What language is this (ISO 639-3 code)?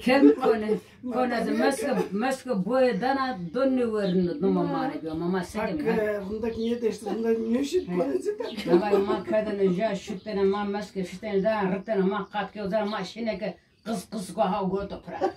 zza